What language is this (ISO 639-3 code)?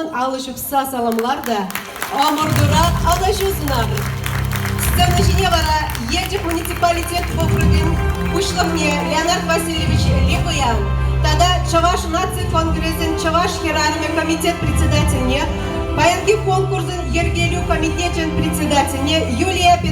chv